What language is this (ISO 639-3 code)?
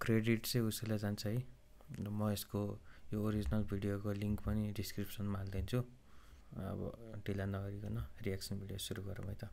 nep